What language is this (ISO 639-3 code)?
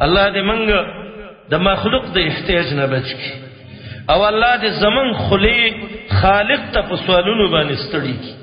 pus